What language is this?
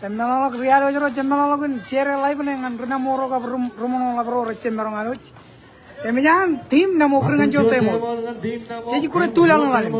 Marshallese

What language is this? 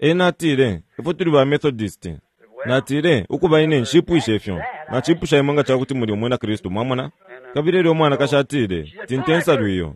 Bemba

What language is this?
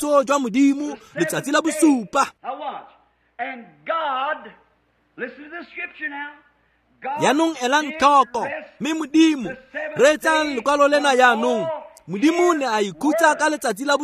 Tswana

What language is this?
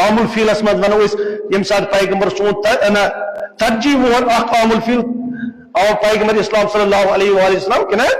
Kashmiri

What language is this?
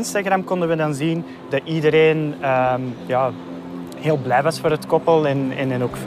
Dutch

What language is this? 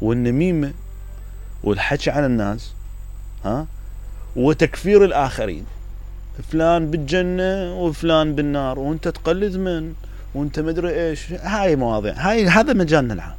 Mesopotamian Arabic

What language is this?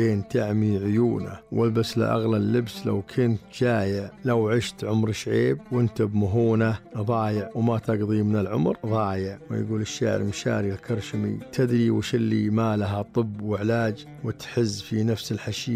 Najdi Arabic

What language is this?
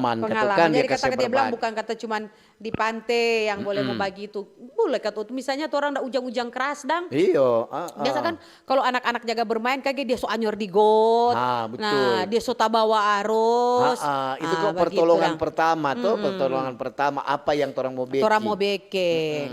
Manado Malay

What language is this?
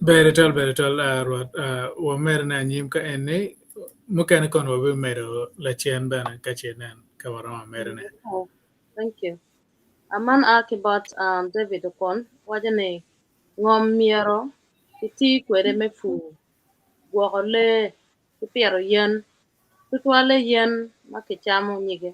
Acoli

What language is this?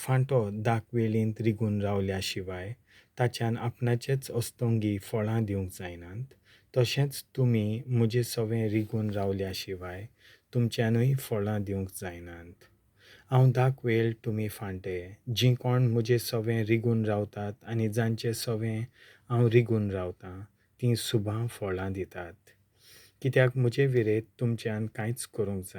Konkani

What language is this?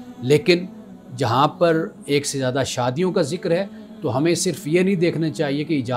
Urdu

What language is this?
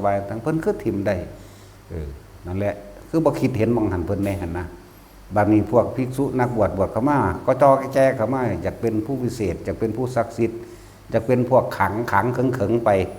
Northeastern Thai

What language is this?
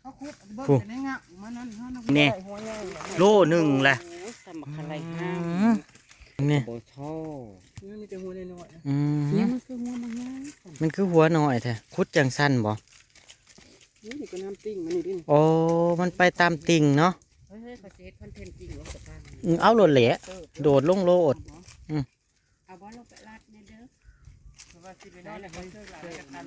Northeastern Thai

